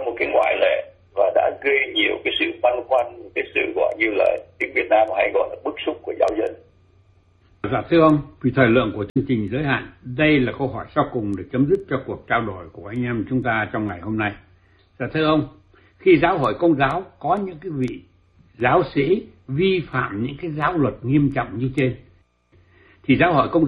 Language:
Vietnamese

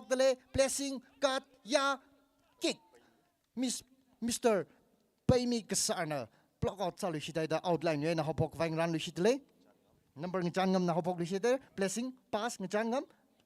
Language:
Tangkhul Naga (India)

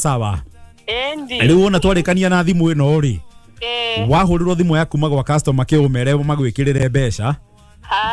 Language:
Kikuyu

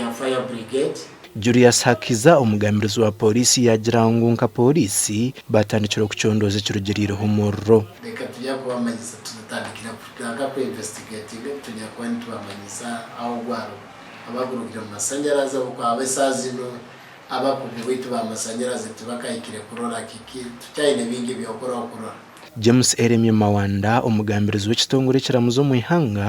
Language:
Nyankole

